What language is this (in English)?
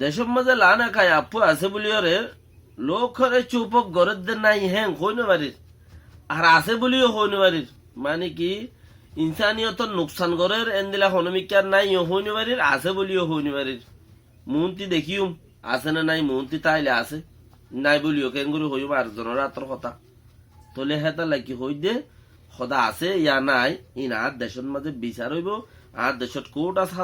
Rohingya